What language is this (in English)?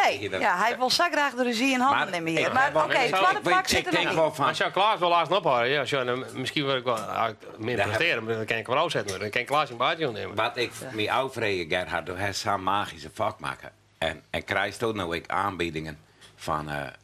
Western Frisian